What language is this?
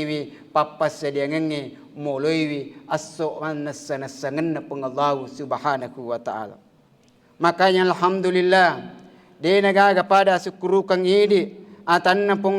Buginese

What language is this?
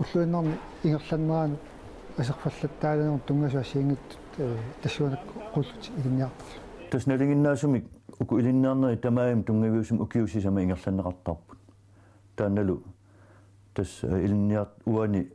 Kalaallisut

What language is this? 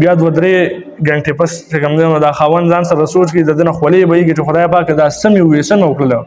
Pashto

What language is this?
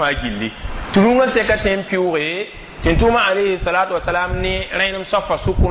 Mossi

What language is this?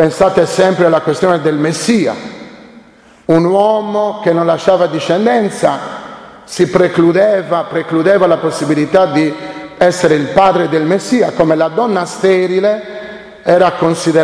Italian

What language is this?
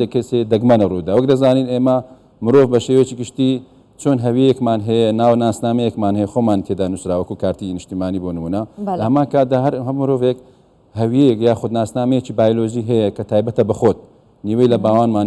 Central Kurdish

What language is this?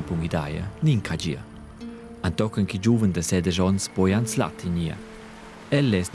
Romansh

